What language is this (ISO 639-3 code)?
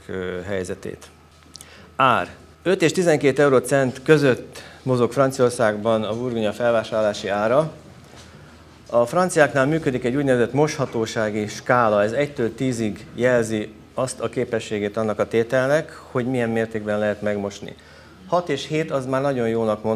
hun